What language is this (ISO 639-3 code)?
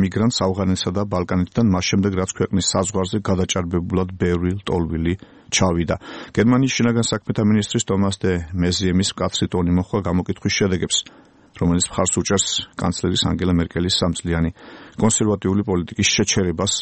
kat